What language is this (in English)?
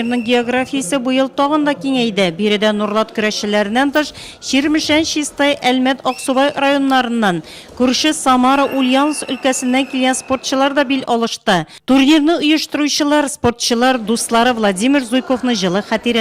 Tatar